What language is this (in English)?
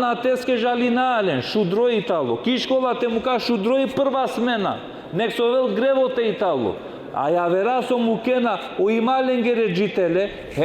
Balkan Romani